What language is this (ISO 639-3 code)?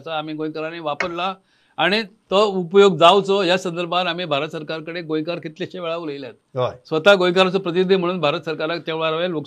kok